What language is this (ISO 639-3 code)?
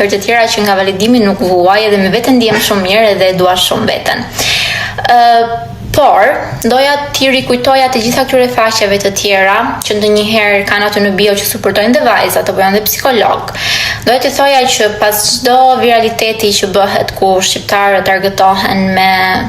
sqi